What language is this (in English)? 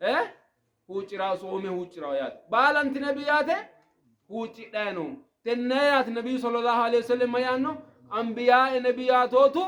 Sidamo